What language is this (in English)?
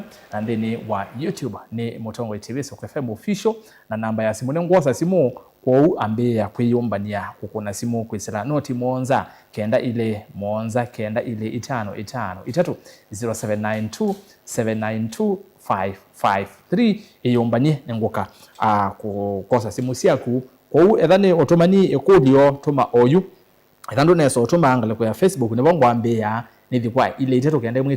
Kamba